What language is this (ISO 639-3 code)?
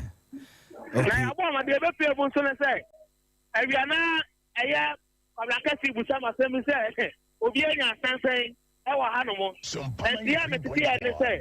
aka